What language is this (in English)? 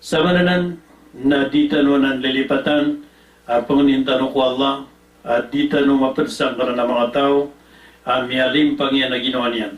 Maranao